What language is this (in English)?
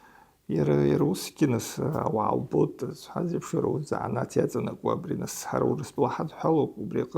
Abkhazian